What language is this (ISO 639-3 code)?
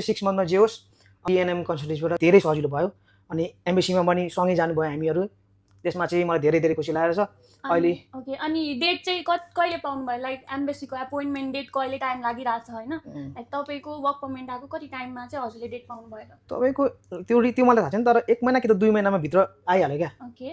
nep